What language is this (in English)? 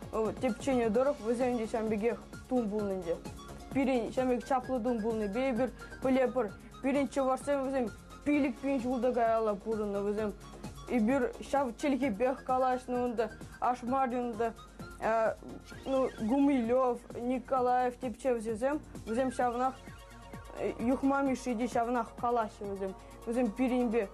Chuvash